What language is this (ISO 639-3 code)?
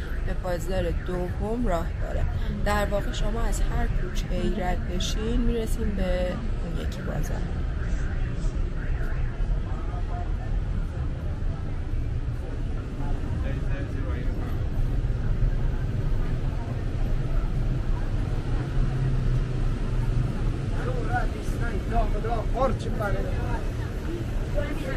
fas